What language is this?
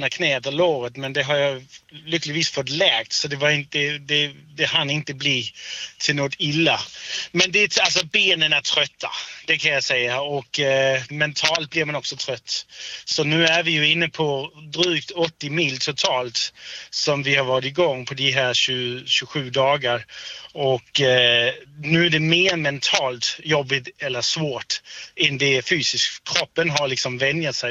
Swedish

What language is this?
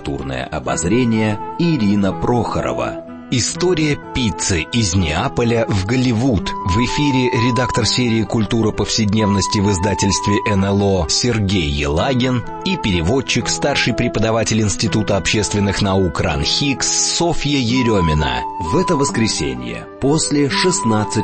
Russian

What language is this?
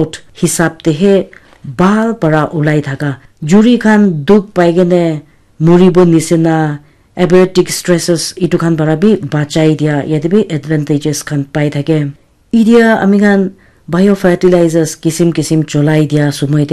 Naga Pidgin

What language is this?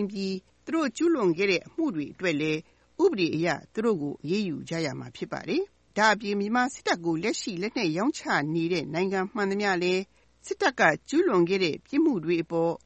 Burmese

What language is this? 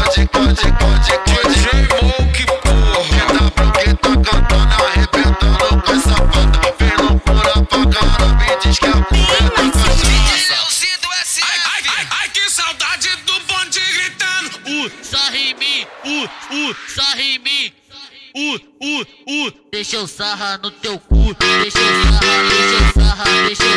Portuguese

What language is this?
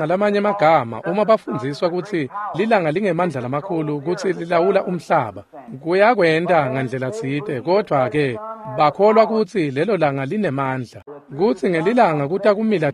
Swati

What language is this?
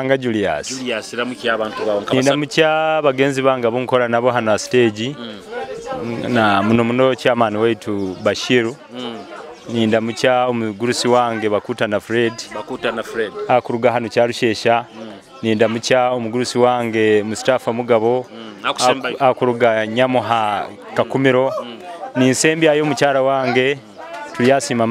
Nyoro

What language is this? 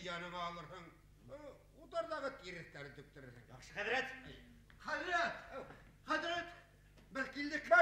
Bashkir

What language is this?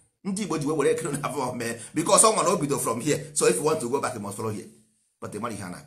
Igbo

